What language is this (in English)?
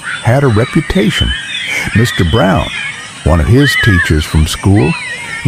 Jamaican Creole English